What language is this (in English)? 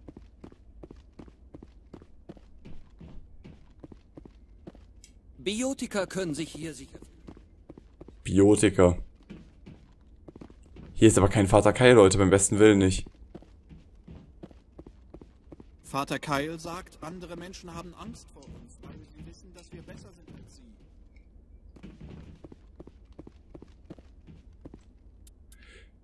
German